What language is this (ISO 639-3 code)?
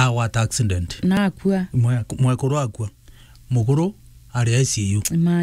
mer